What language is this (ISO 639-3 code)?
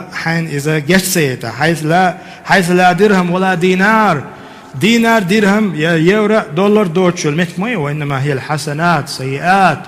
che